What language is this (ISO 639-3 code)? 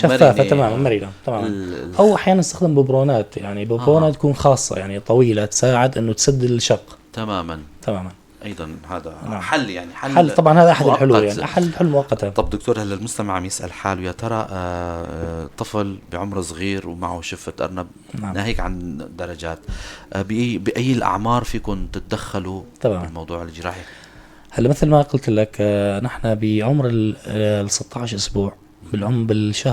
apc